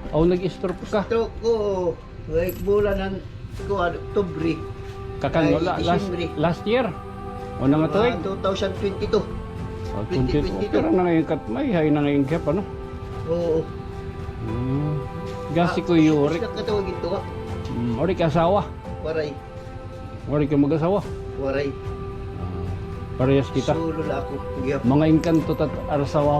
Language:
Waray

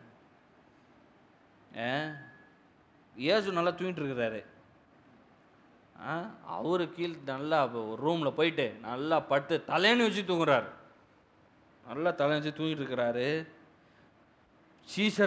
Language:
Tamil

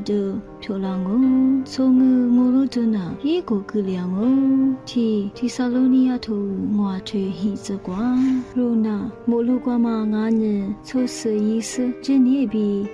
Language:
Lisu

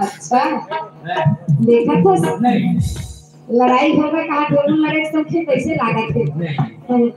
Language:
Chhattisgarhi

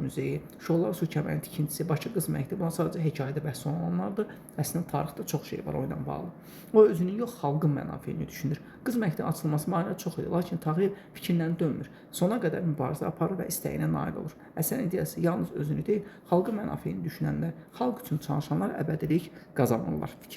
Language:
Azerbaijani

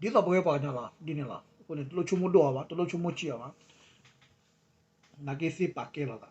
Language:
S'gaw Karen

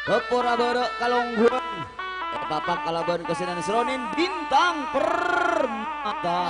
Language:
Madurese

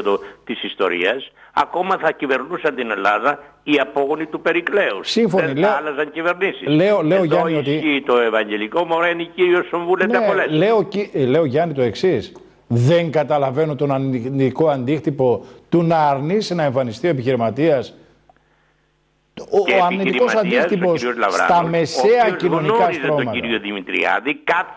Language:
Greek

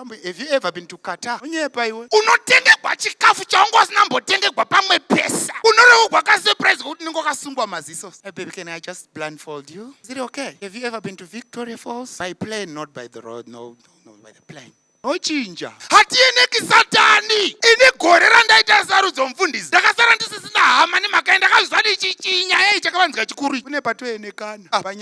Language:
Shona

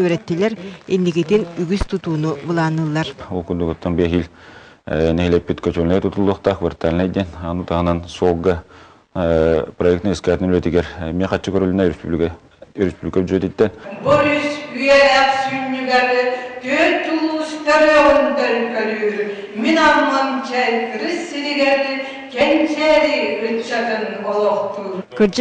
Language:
Yakut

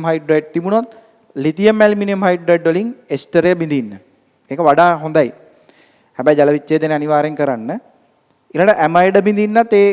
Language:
Sinhala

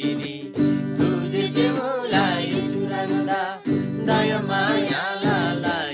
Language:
Eastern Tamang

